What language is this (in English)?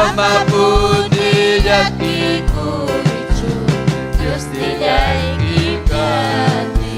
Ayacucho Quechua